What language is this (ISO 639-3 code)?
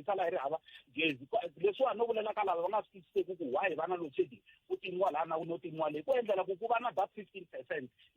tso